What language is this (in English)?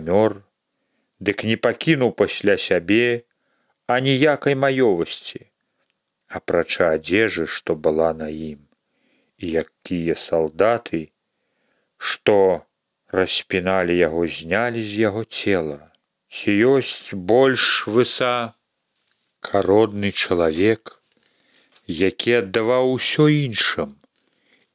Belarusian